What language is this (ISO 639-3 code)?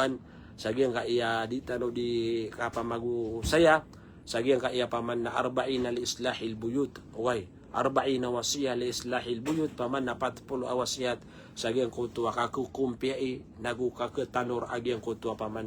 mrw